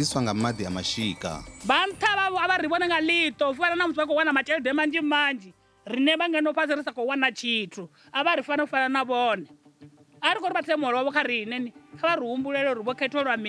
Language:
Venda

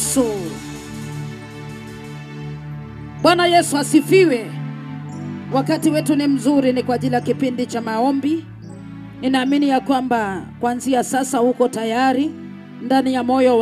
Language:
Swahili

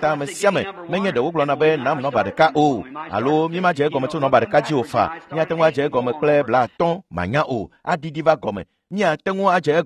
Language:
Ewe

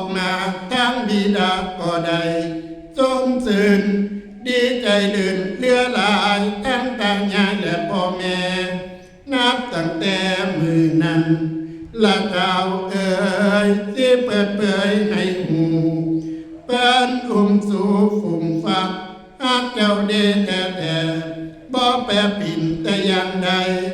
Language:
Northeastern Thai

